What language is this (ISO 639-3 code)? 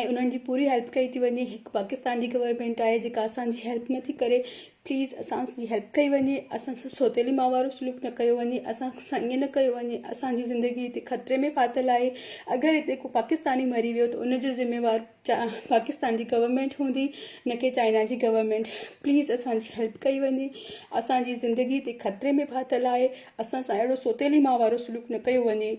snd